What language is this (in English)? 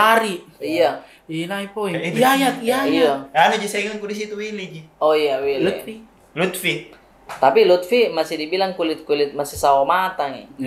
Makassar Malay